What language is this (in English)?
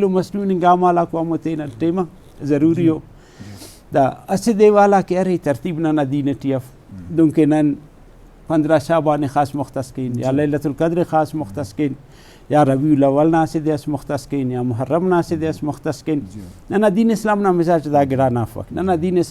Brahui